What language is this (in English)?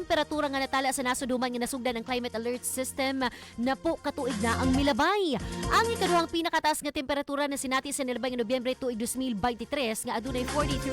Cebuano